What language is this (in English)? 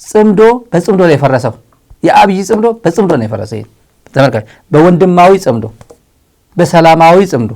Amharic